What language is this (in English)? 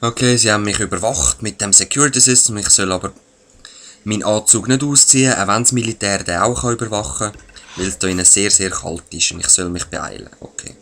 Swiss German